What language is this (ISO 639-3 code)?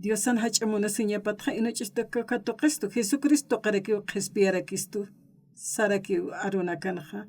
aym